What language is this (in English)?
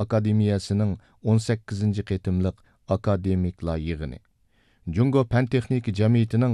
Uyghur